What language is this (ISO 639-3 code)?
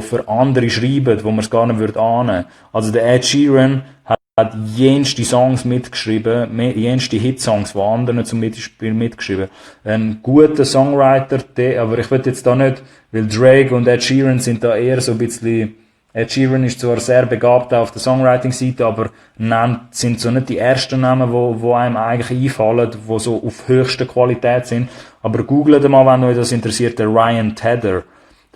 gsw